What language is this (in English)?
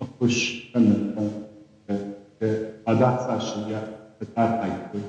Ossetic